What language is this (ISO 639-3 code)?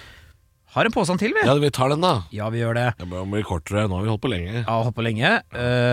nor